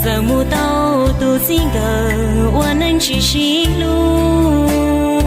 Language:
Hmong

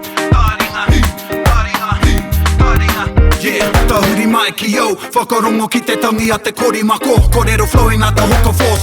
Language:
Māori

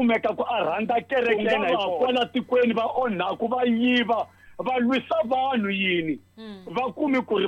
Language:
Tsonga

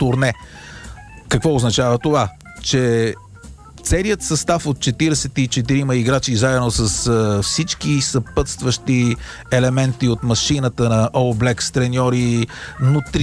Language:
Bulgarian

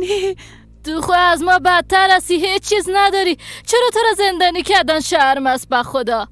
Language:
Persian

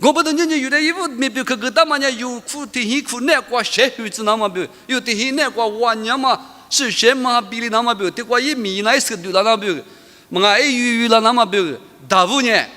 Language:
Lisu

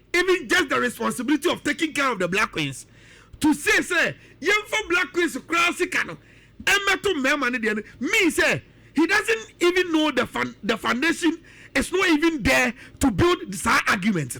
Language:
Akan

